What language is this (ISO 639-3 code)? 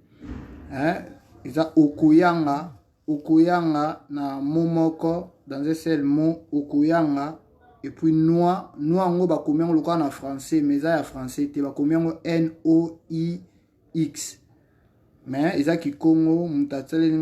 lin